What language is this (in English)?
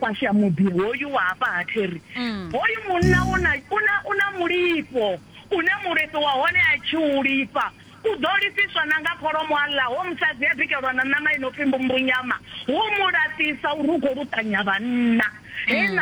Venda